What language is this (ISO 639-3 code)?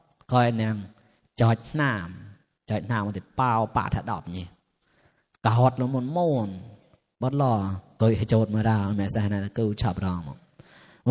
mnw